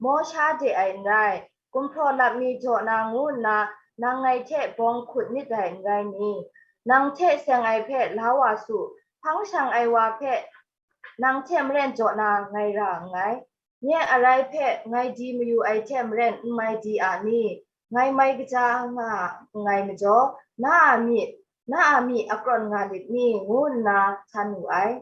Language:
Kachin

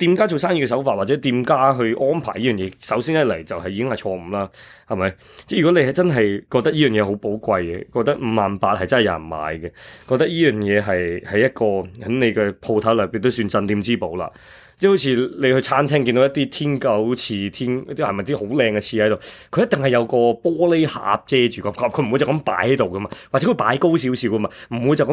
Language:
Cantonese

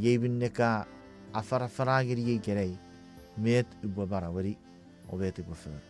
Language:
Chuukese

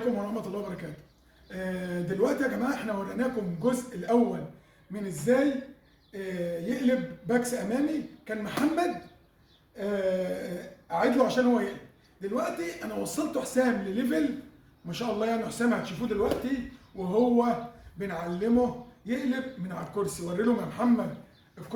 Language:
Egyptian Arabic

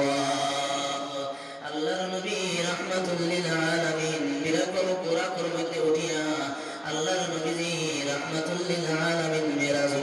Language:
Sylheti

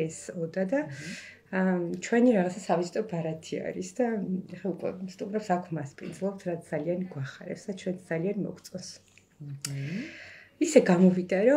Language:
Georgian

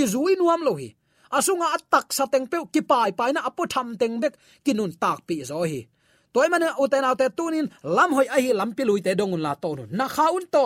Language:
Tedim Chin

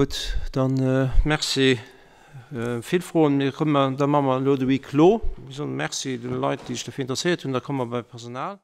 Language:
Luxembourgish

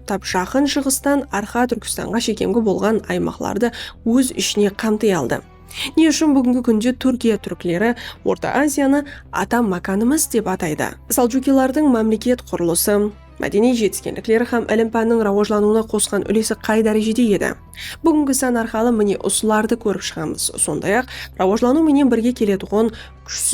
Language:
Kara-Kalpak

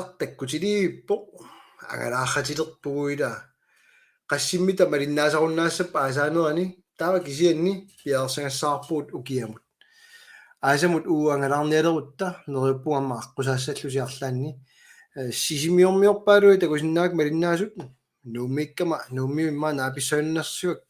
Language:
Kalaallisut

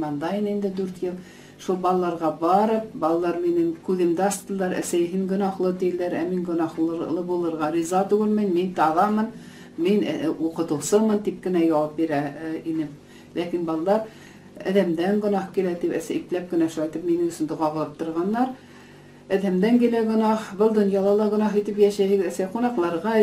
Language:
Bashkir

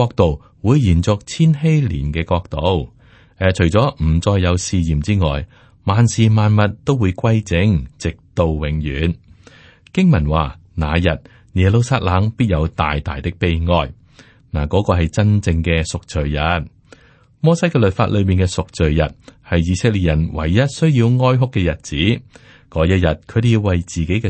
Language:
Cantonese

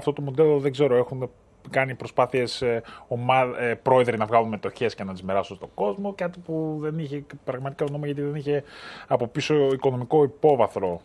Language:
Greek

